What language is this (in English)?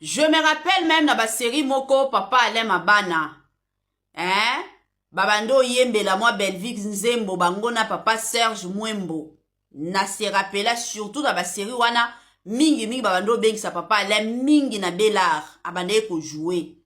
Lingala